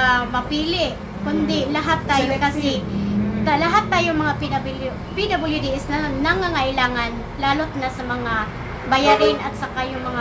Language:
Filipino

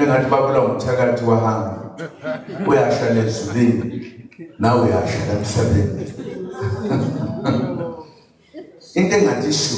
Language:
Zulu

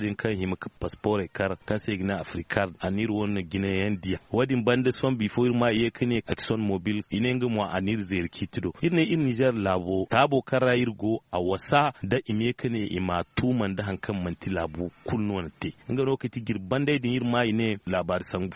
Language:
Zarma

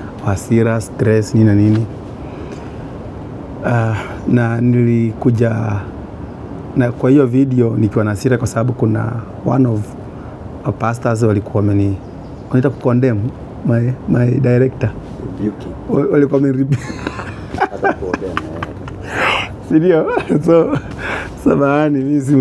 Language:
Swahili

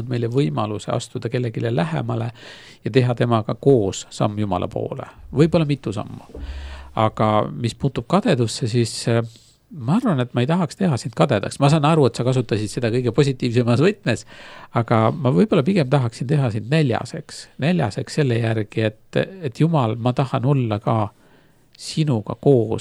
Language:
Estonian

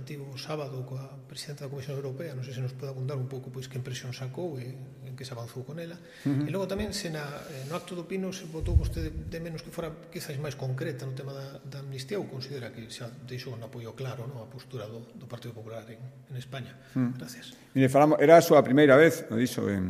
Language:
Galician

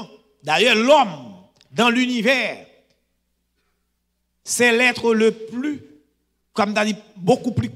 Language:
French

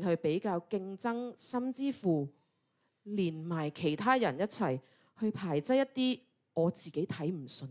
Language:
Cantonese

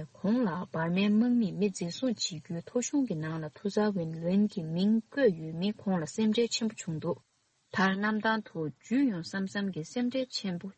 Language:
Tibetan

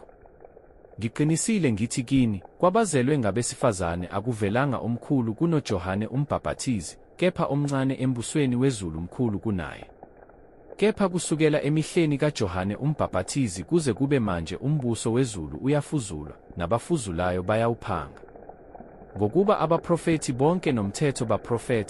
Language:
Zulu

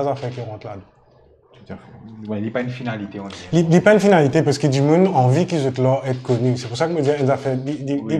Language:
Morisyen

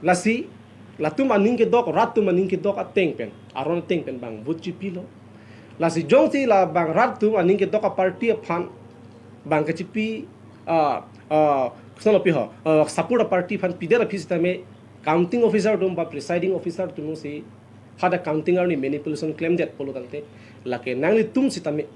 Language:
Karbi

